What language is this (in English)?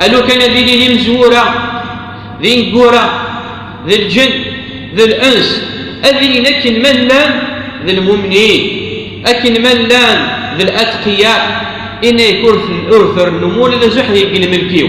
Kabyle